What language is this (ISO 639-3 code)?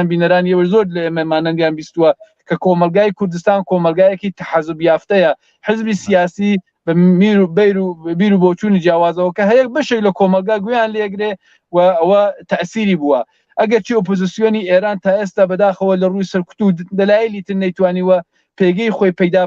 ckb